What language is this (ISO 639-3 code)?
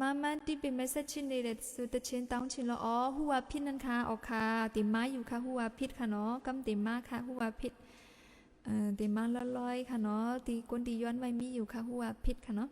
shn